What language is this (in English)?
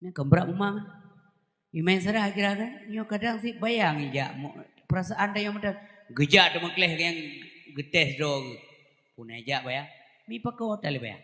Achinese